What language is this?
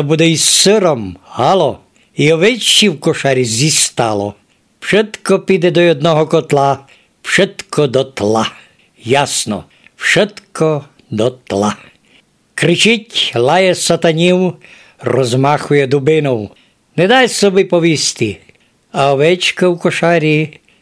Rusyn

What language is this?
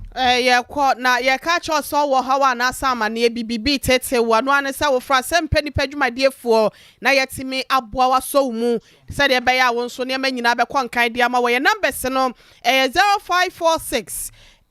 Akan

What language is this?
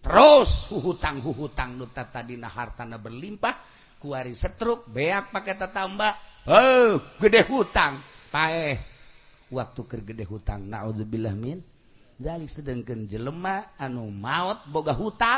Sundanese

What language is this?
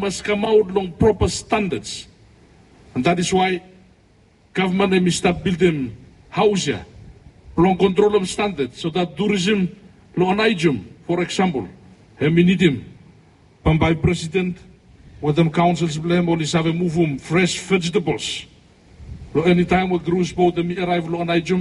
Bislama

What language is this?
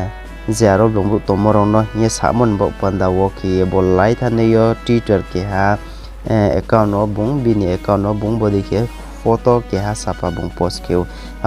Riang (India)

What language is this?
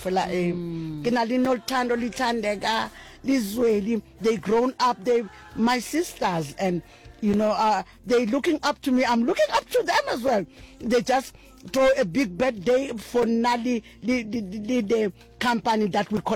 Northern Sotho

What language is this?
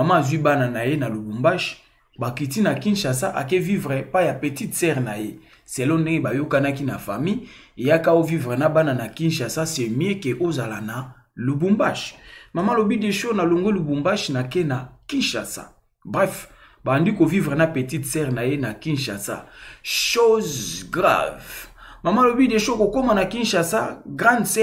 Lingala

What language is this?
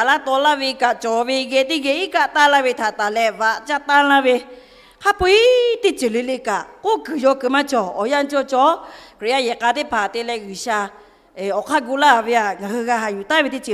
Lahu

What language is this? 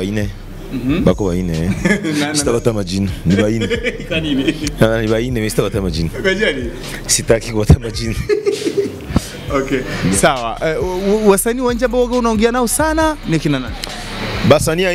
Swahili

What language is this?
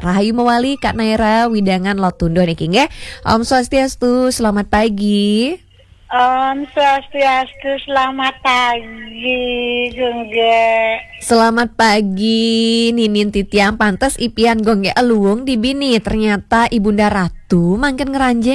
Balinese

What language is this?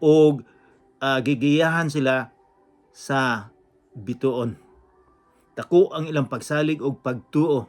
Cebuano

